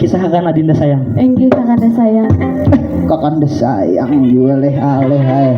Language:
Banjar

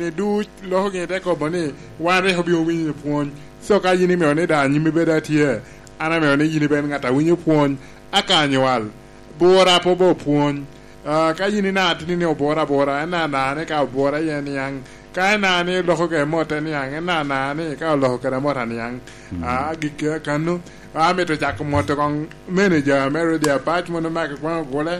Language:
Lango (Uganda)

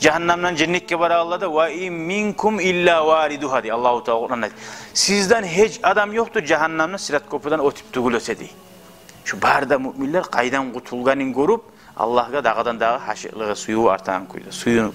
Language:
Kumyk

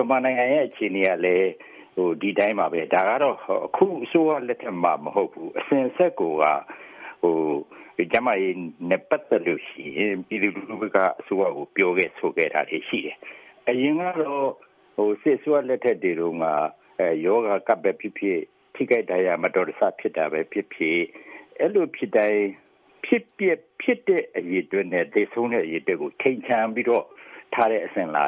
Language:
Burmese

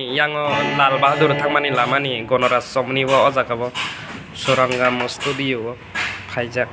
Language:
Kok Borok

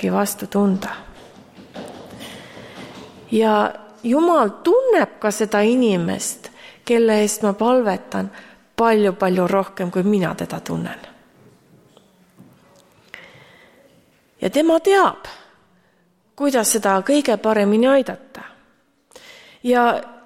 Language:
Estonian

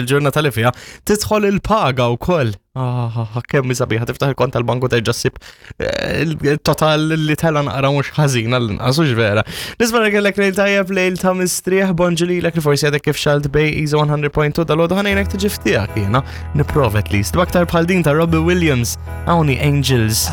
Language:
Maltese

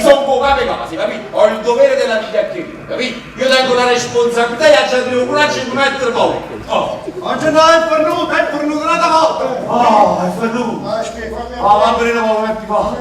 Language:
Neapolitan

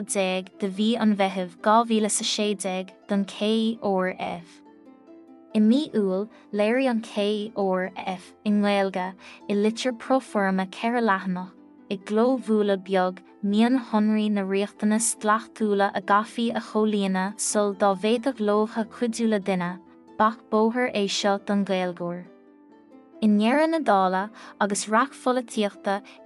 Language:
Irish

